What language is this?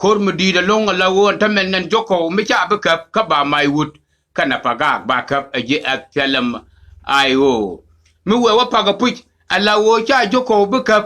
Nuer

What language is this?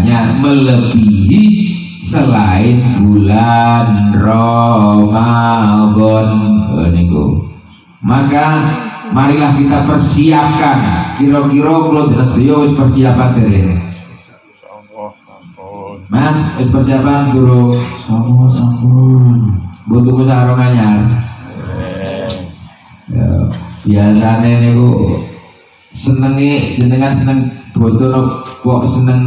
Javanese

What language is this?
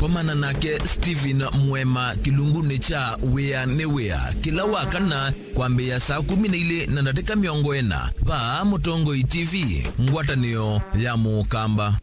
Kamba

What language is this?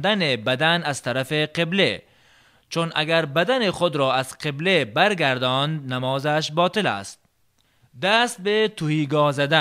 Tajik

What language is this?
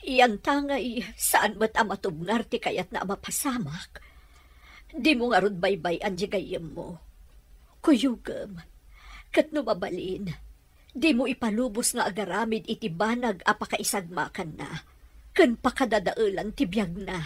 Iloko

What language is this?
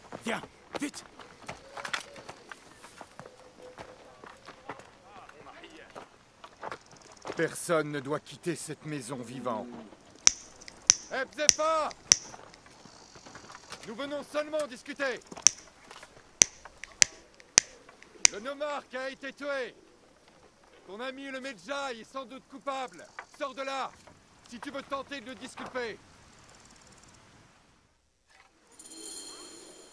French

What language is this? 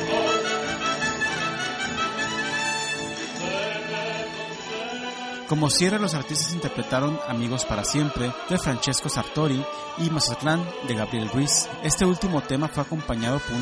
Spanish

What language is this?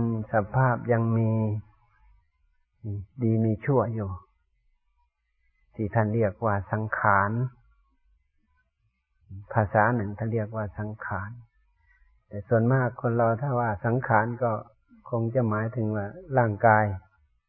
Thai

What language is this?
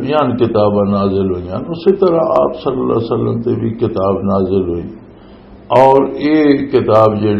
Western Panjabi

